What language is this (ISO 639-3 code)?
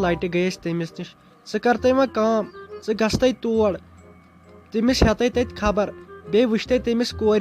kas